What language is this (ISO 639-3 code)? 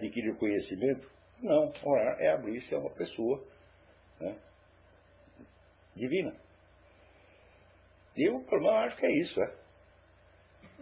por